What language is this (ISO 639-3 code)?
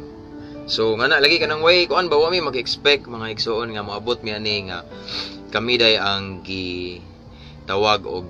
ceb